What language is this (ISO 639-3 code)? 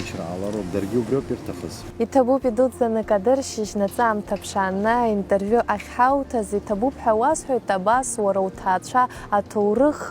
abk